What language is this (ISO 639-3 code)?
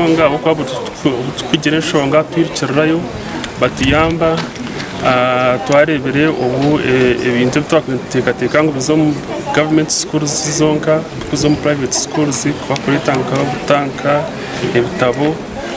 nyn